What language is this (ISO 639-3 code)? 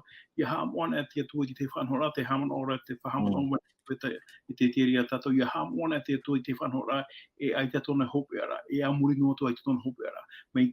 tah